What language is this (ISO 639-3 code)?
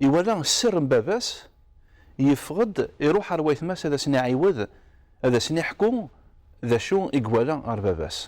kab